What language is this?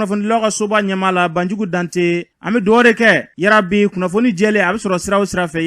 Bambara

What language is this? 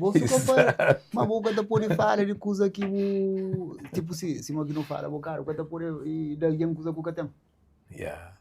Kabuverdianu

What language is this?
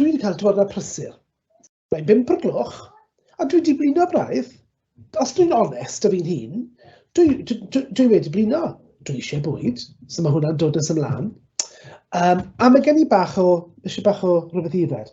Welsh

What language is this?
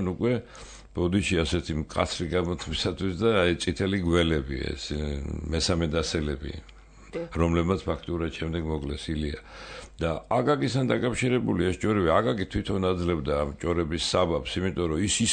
Georgian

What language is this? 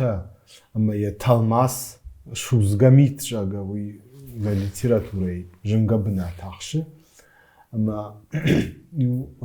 Ossetic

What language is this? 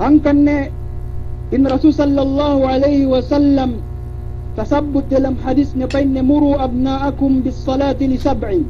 Yakan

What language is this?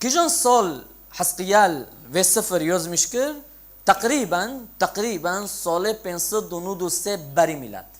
Kurdish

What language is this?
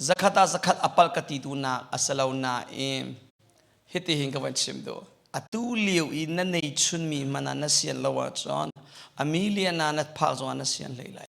Hakha Chin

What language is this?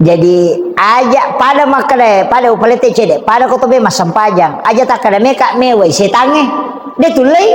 Buginese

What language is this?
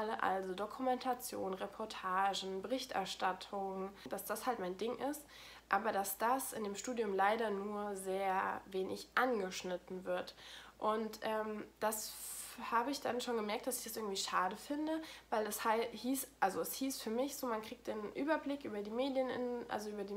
German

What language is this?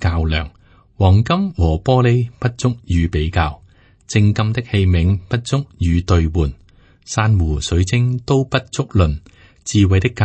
Cantonese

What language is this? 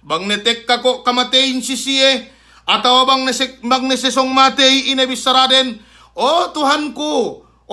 Yakan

